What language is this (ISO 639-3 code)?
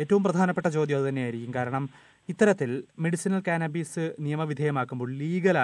mal